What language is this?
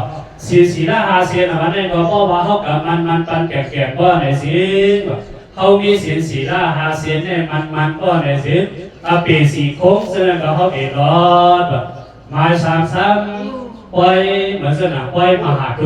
Shan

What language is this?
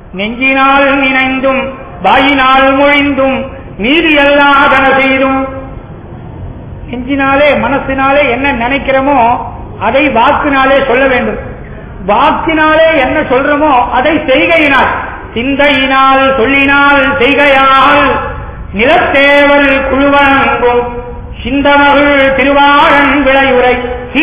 Tamil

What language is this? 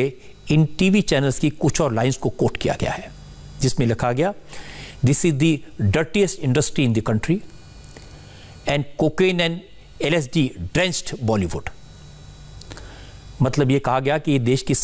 Hindi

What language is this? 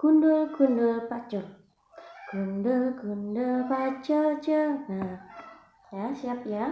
Javanese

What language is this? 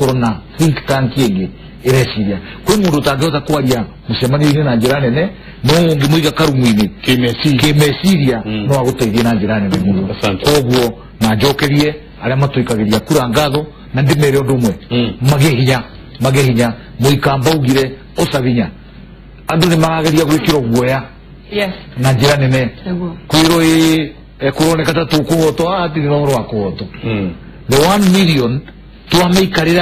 Kikuyu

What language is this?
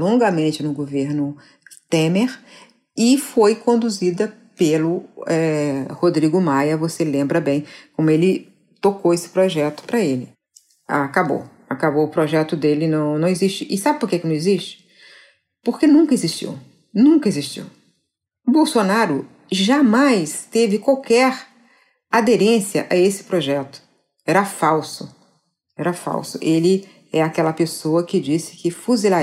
Portuguese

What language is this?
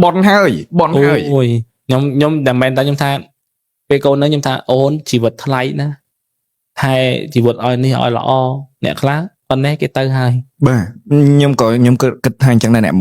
Khmer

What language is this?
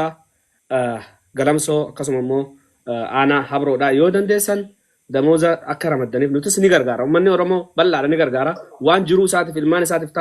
Oromo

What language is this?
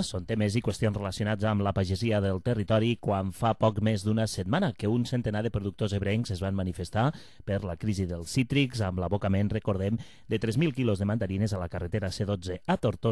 Catalan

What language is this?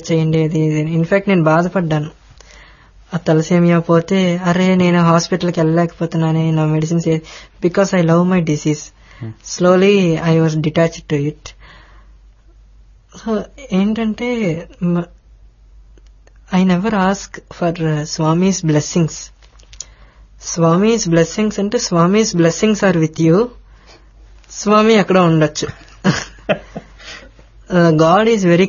Telugu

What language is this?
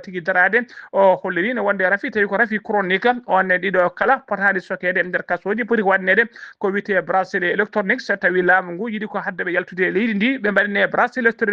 Fula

